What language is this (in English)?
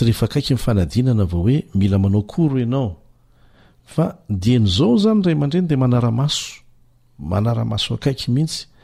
Malagasy